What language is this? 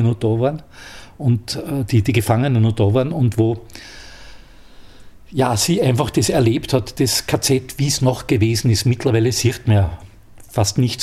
German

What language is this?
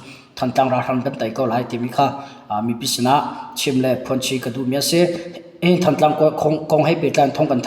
Hakha Chin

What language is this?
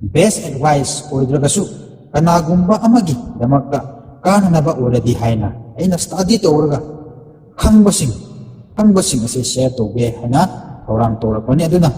Manipuri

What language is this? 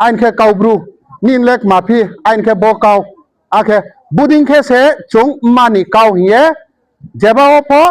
Riang (India)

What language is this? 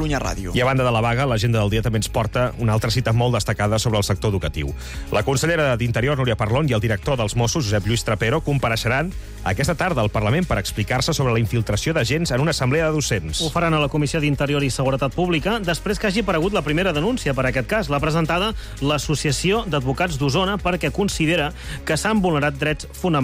Catalan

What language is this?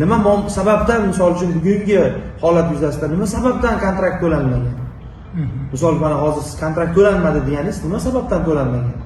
Uzbek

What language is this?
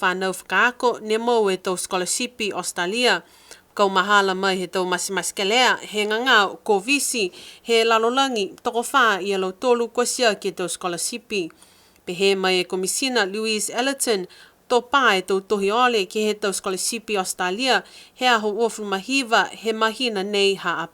Niuean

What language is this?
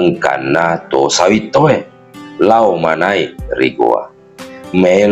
Buginese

